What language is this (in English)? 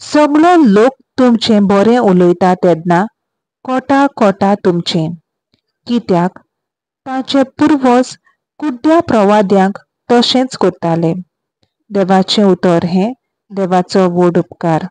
Konkani